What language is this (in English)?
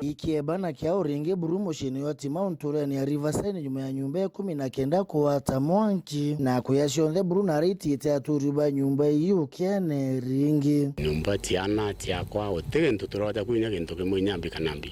Meru